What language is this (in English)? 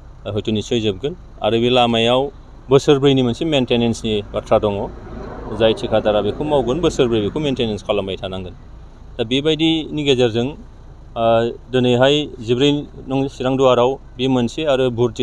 Bodo